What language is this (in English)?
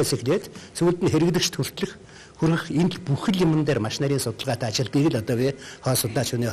Mongolian